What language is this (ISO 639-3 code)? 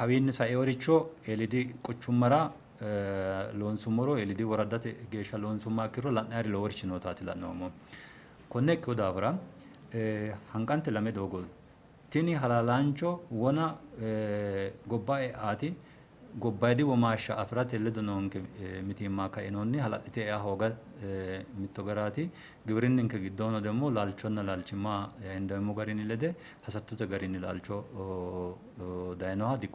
sid